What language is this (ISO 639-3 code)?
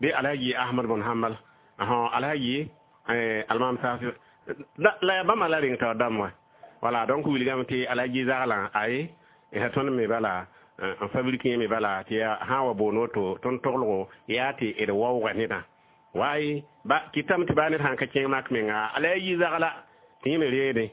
mos